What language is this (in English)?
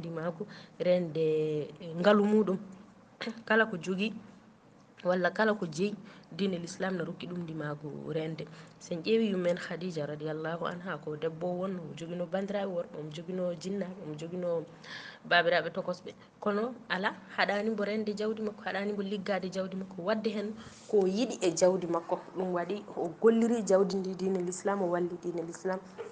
Fula